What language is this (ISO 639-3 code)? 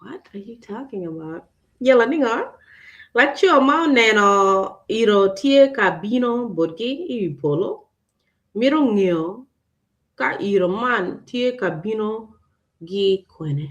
ach